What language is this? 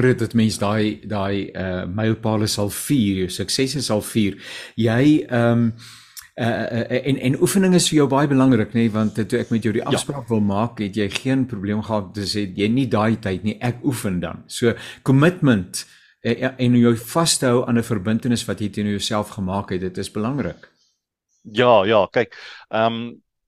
Afrikaans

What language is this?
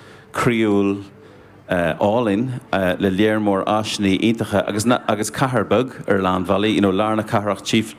Irish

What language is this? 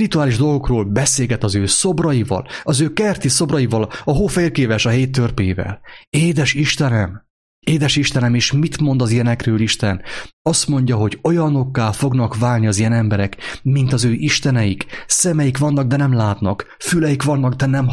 Hungarian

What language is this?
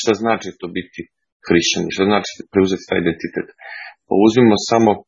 Serbian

